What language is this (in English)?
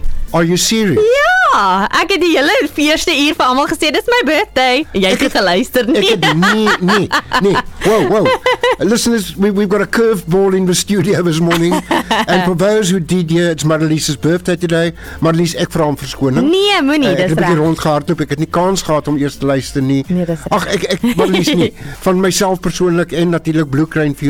Afrikaans